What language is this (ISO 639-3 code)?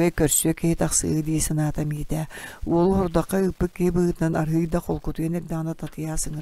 sah